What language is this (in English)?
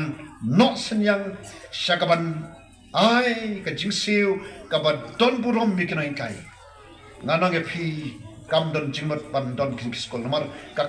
Khasi